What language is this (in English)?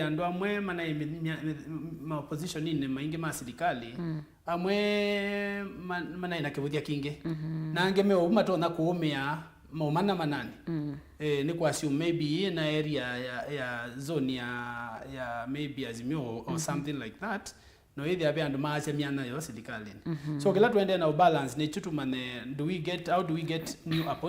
Kamba